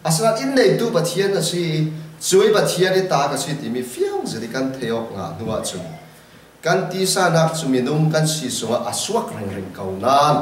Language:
Falam Chin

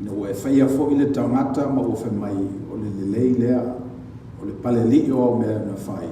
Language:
Samoan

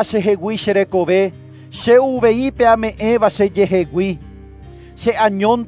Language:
Guarani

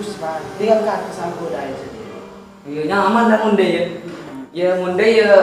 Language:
Madurese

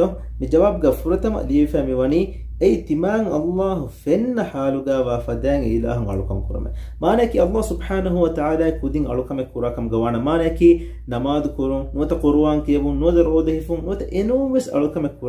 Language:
Divehi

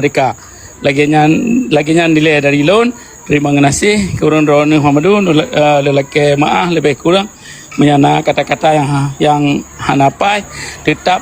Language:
Achinese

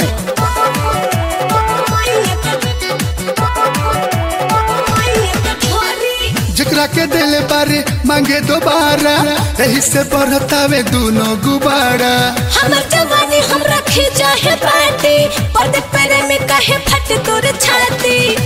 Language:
Bhojpuri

